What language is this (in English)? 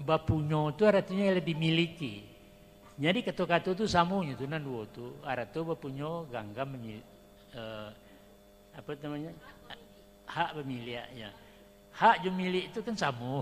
Minangkabau